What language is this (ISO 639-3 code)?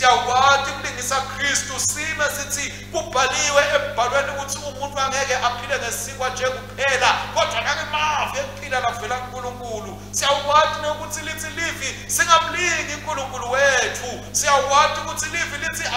ssw